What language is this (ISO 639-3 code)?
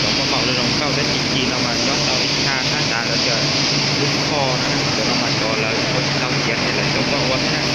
hmn